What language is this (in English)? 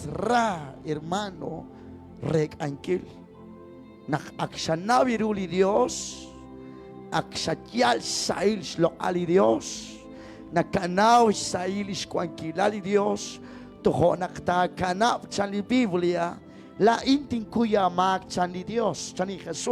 Kekchí